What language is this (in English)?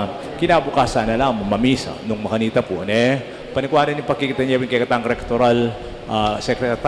Pampanga